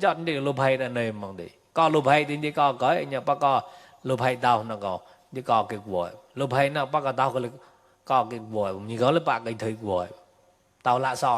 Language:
Mon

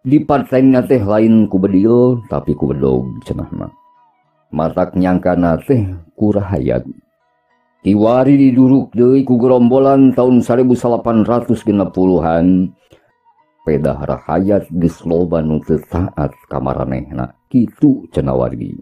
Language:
Sundanese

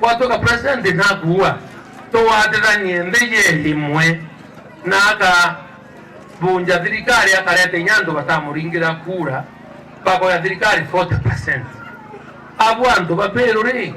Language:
Meru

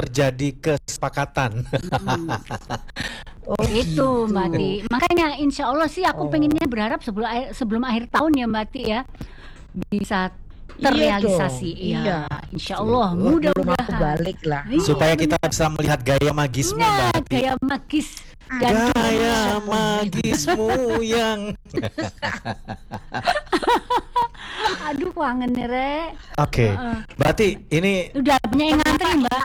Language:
Indonesian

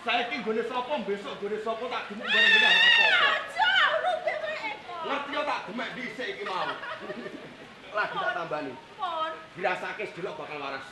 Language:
Javanese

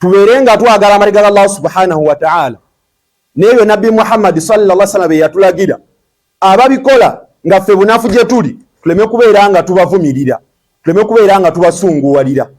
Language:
Ganda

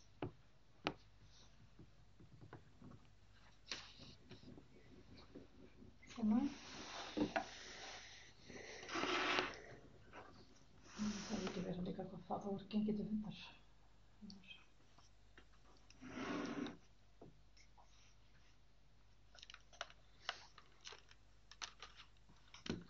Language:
Icelandic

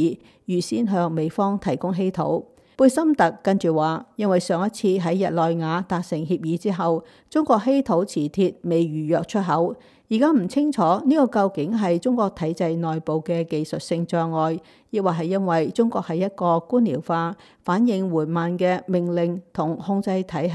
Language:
Cantonese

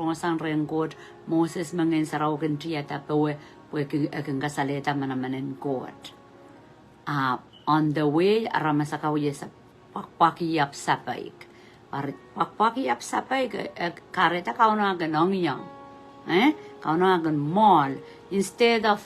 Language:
Pohnpeian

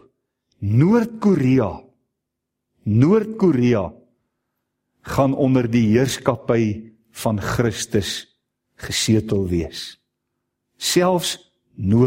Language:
Afrikaans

